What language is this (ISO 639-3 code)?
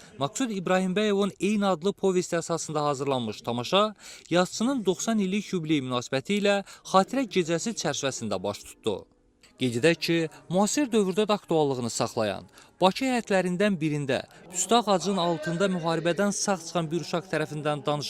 aze